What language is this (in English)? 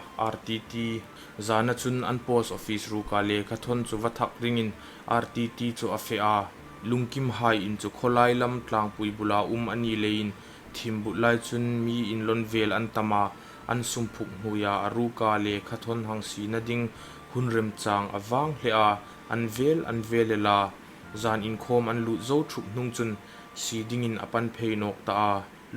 Hmar